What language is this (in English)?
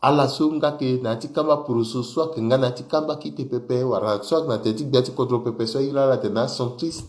Sango